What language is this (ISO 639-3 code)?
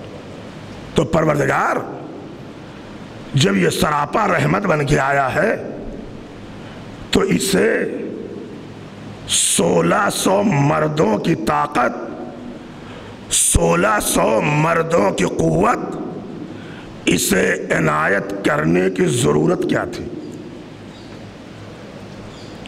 urd